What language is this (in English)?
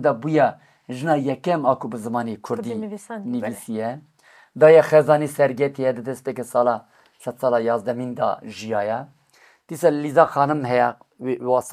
Kurdish